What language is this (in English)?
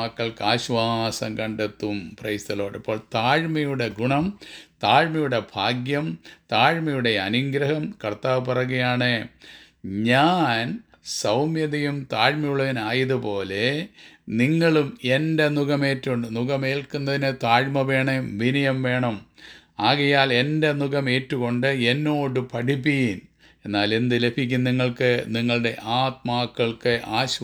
Malayalam